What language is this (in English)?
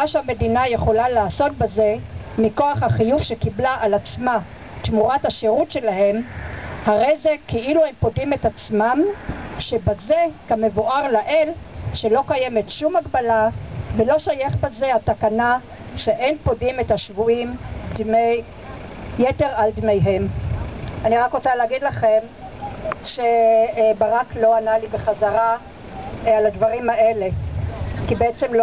Hebrew